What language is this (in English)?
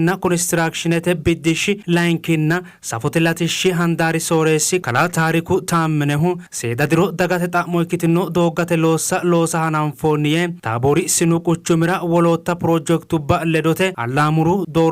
Sidamo